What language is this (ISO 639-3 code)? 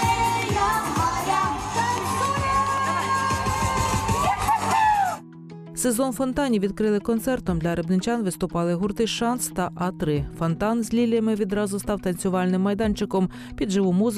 ukr